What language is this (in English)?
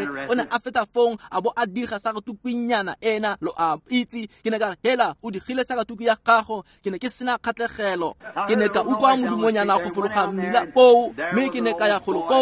Tswana